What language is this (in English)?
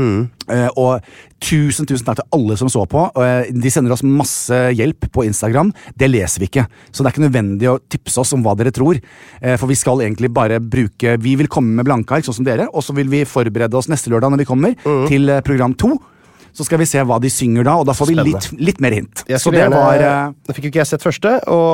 Norwegian